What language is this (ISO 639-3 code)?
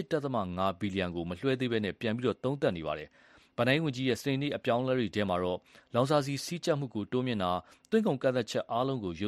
mya